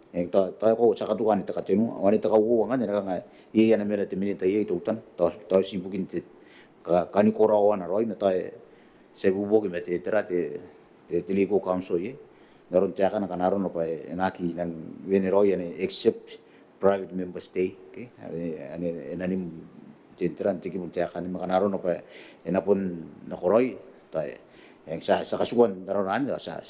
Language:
Gilbertese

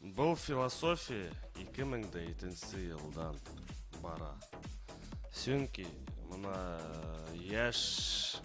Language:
Bashkir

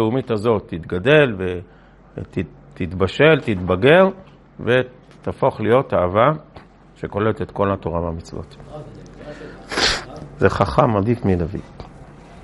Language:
Hebrew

